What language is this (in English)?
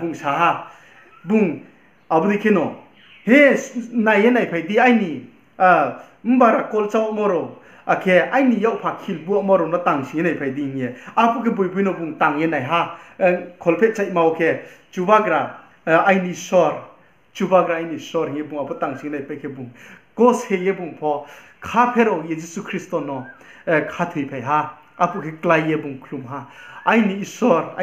Riang (India)